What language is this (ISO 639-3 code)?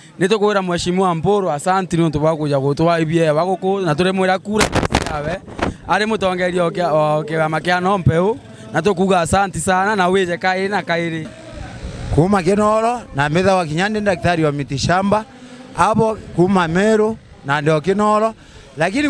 mer